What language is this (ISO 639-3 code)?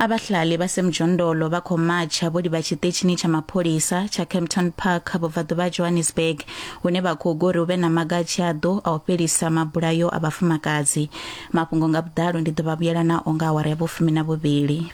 ven